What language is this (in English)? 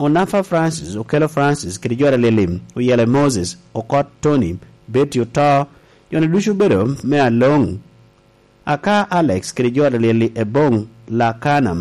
Lango (Uganda)